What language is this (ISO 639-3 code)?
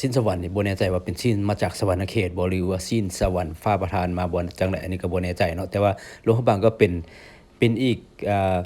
lao